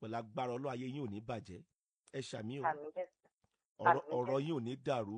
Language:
Yoruba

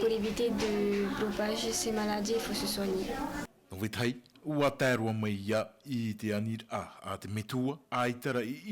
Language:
Tahitian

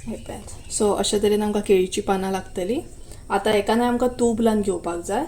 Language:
Konkani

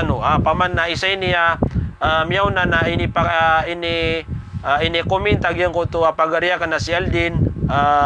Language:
Maranao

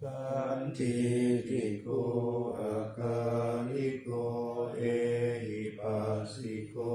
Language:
Pali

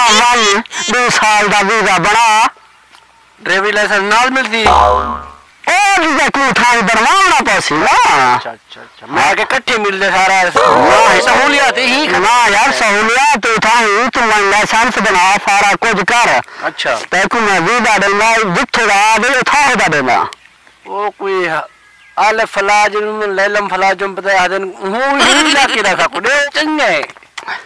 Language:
Saraiki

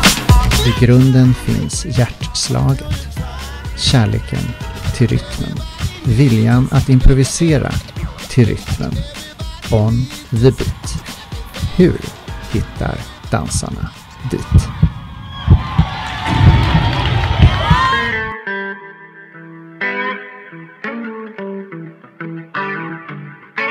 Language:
Swedish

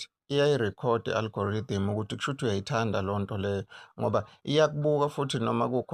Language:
Zulu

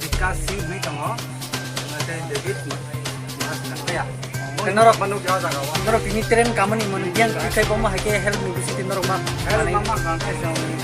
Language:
Kok Borok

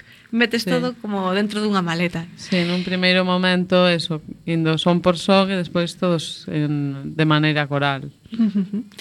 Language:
Galician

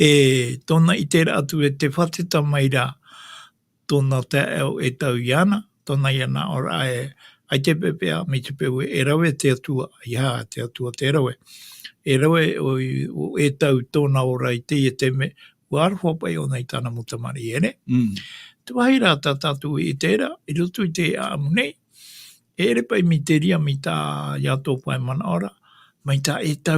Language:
Tahitian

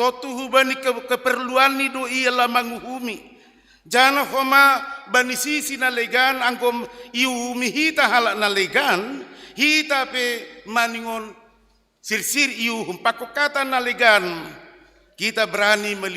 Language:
Batak Simalungun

